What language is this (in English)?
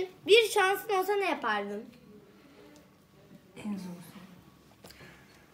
Turkish